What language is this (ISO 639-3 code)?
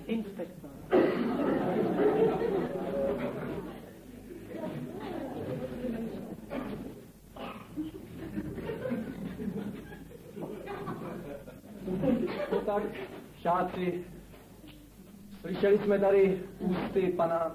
ces